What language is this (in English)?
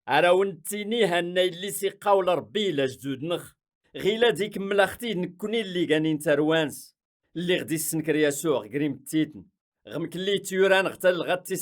Kabyle